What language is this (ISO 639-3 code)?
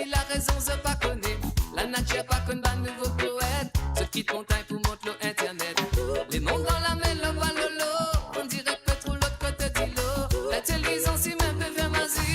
mfe